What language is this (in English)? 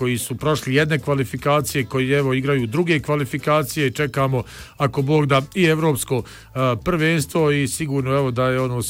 Bosnian